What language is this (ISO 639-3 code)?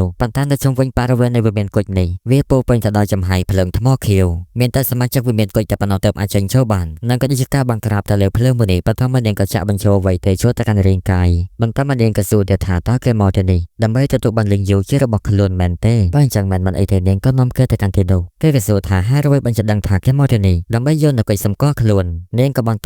khm